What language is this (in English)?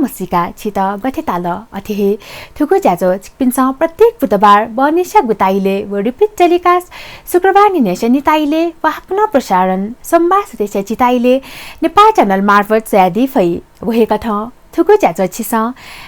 Newari